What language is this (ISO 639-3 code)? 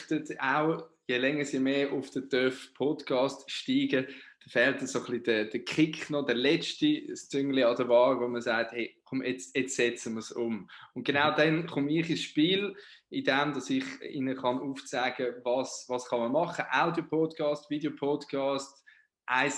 gsw